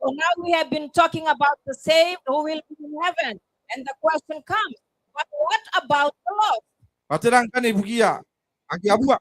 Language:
Gilbertese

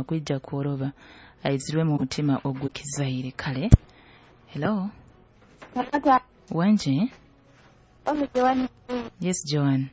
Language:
Nyoro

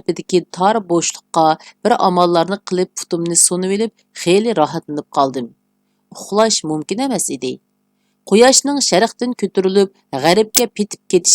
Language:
Uyghur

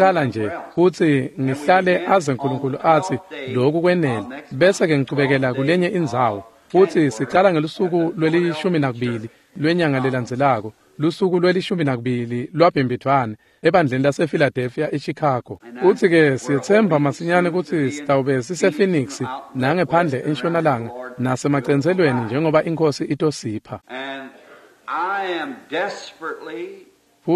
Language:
Swati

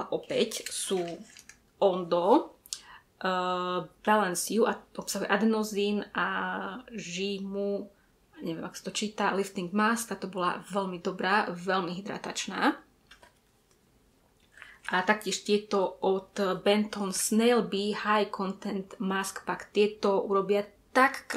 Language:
Slovak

